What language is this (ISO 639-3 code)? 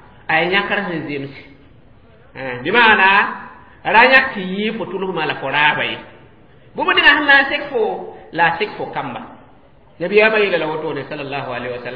mos